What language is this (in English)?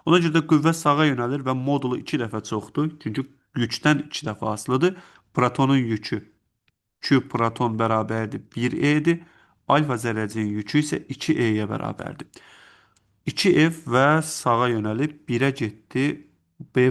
Azerbaijani